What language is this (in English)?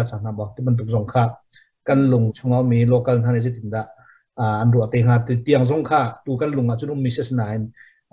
Hakha Chin